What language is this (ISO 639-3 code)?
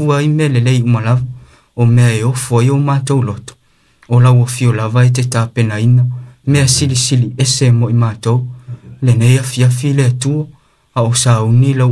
smo